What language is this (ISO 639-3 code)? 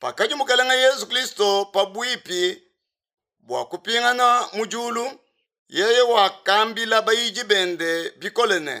lua